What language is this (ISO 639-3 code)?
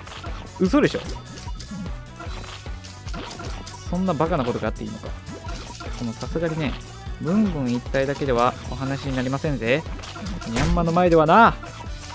jpn